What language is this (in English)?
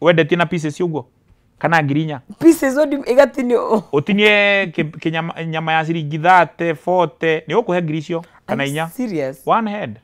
Kikuyu